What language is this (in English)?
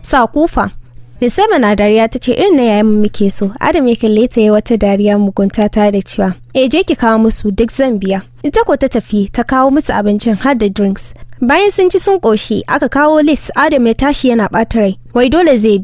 Hausa